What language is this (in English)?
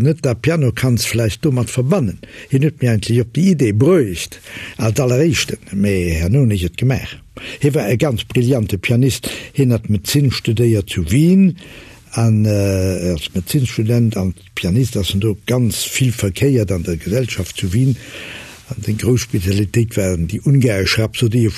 Luxembourgish